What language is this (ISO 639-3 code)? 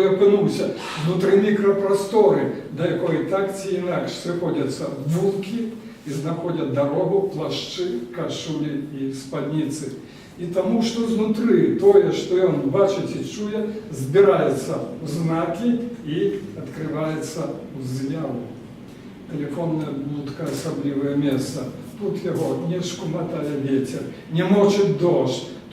bel